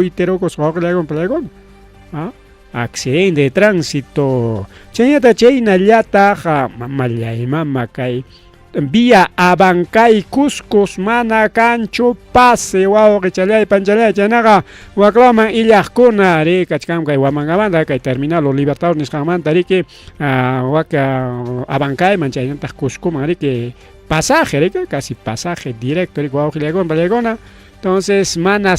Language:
Ayacucho Quechua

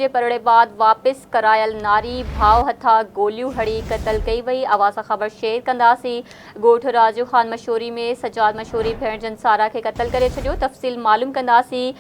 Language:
Sindhi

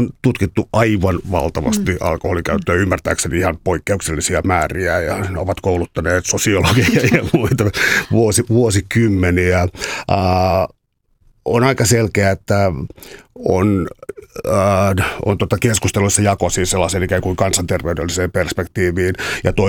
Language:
Finnish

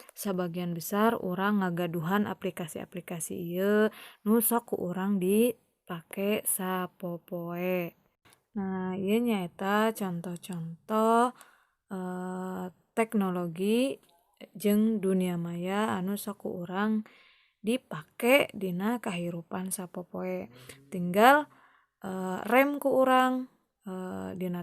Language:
Sundanese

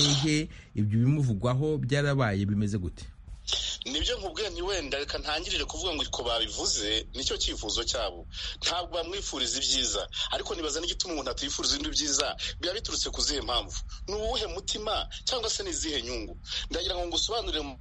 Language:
Kinyarwanda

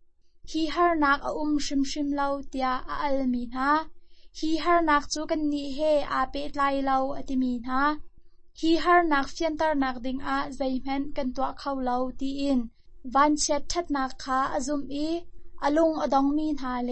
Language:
Hakha Chin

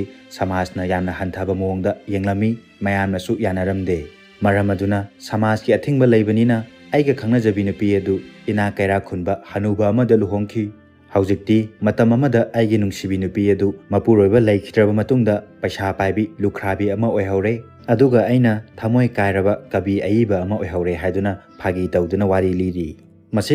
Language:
Manipuri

